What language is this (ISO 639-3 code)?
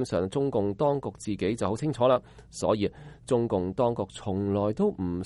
yue